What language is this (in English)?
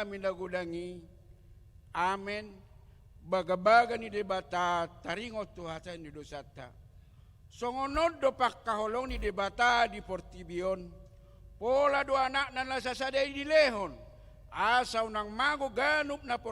Batak Toba